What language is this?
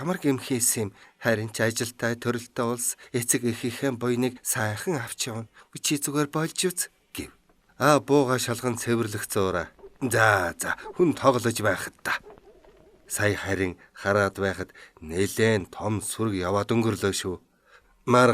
Mongolian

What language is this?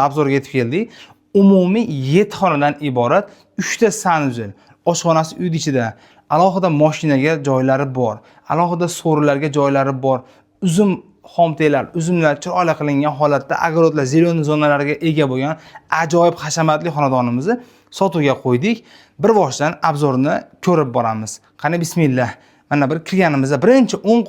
Uzbek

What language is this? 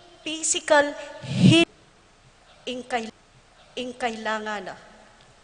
Pampanga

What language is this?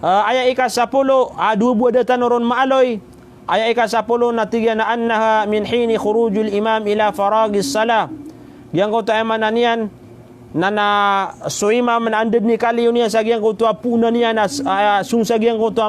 Maranao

